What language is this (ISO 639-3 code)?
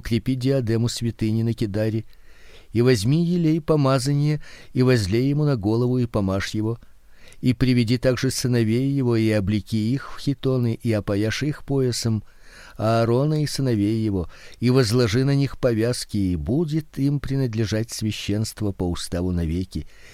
rus